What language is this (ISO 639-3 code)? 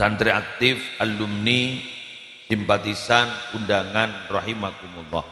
mad